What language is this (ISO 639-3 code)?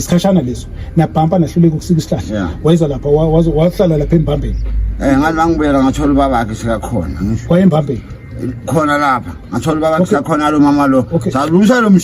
zul